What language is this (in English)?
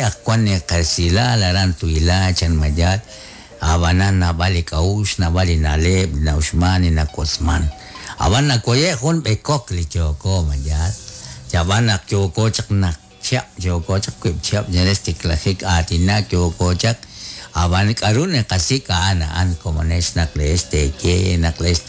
Kekchí